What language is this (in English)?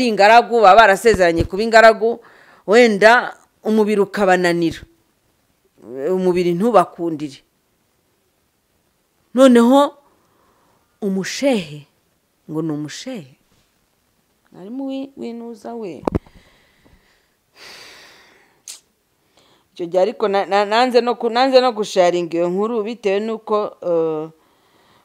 Kinyarwanda